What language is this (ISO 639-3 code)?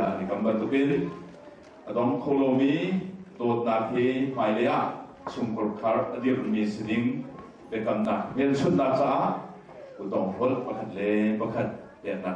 cnh